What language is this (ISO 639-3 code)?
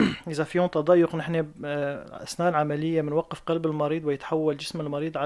apc